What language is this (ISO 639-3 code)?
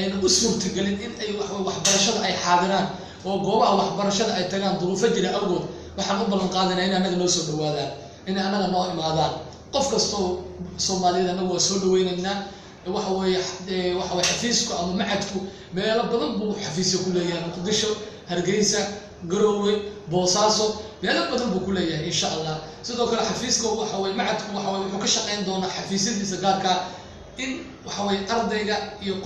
som